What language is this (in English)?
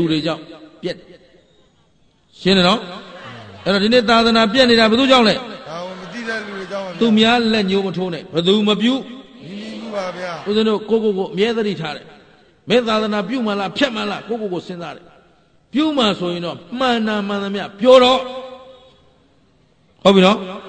Burmese